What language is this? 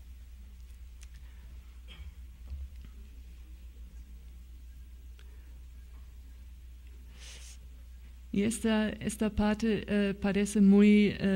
Spanish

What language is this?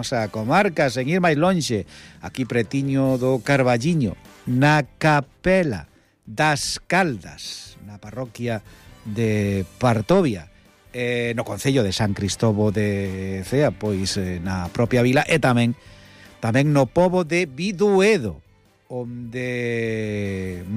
Galician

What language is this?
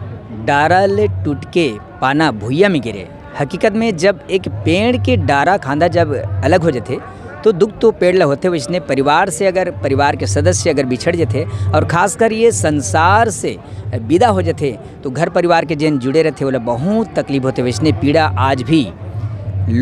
Chhattisgarhi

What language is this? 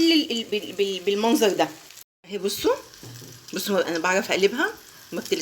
Egyptian Arabic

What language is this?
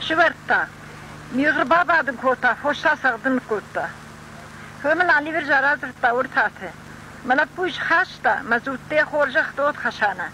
Ossetic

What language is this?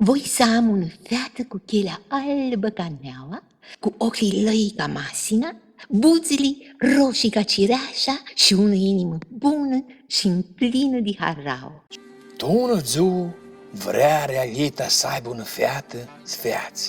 Aromanian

